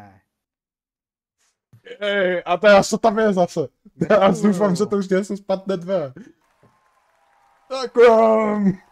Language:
Czech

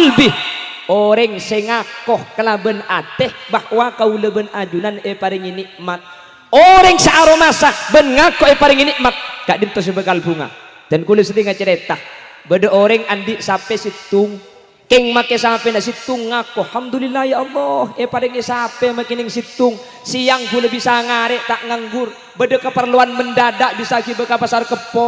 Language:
Madurese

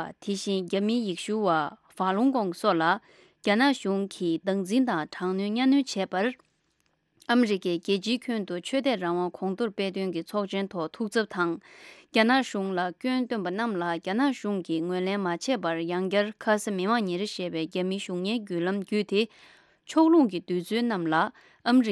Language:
Tibetan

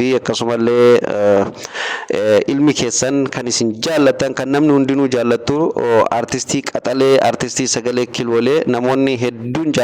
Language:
Oromo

